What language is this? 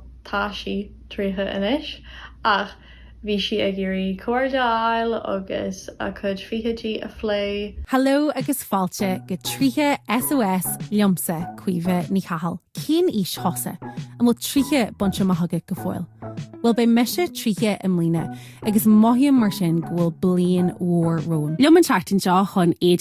Irish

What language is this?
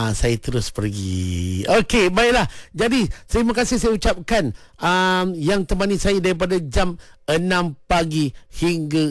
Malay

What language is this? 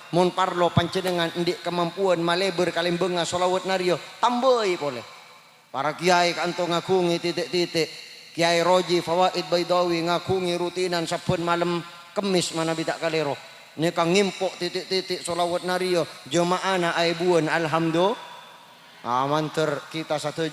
Madurese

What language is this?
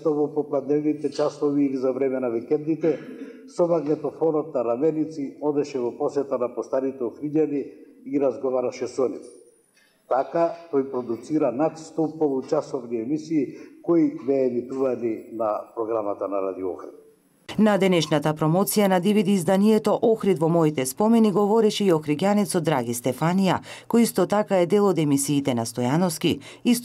Macedonian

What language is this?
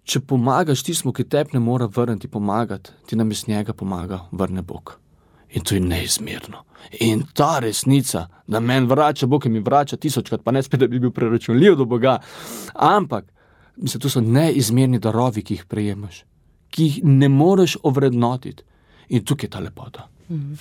Slovenian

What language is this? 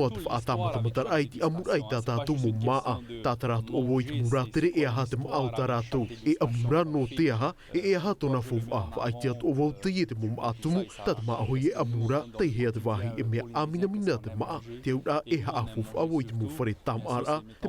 Tahitian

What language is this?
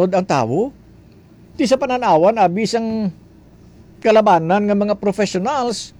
Hiligaynon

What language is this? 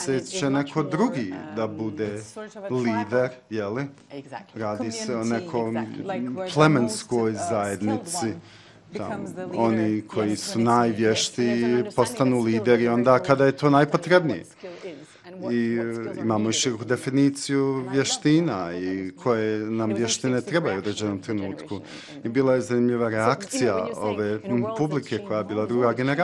Bosnian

